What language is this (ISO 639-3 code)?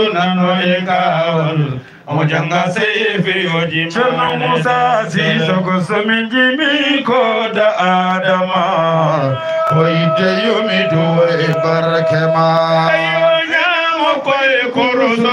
ful